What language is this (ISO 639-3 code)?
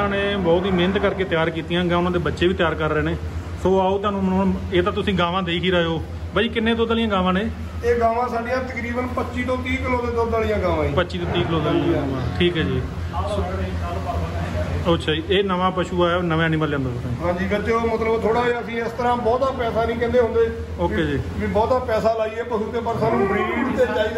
pan